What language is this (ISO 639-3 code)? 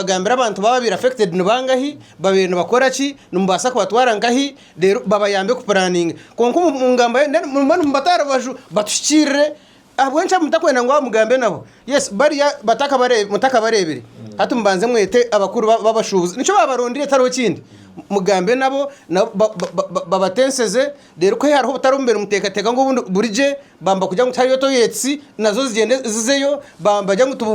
nyn